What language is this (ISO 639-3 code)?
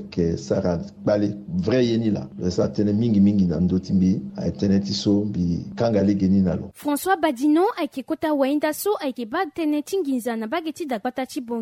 sag